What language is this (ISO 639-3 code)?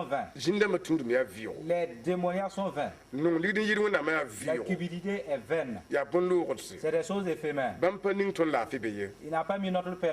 mos